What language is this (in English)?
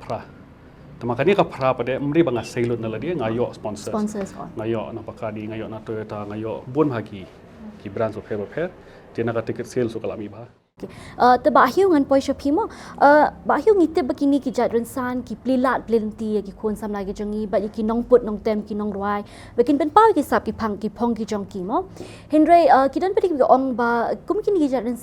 Khasi